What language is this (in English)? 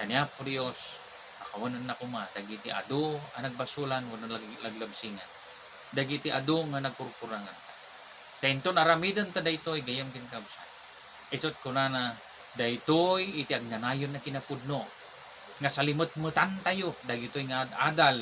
Iloko